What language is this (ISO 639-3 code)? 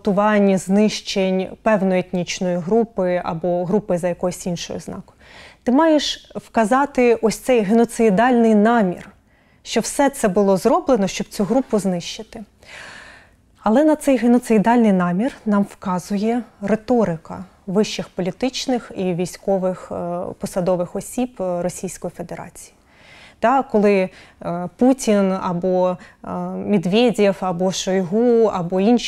ukr